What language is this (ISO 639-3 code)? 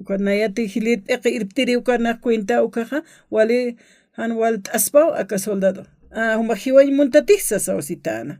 aym